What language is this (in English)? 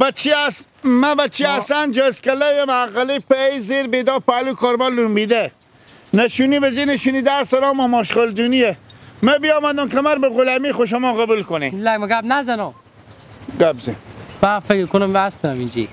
Hazaragi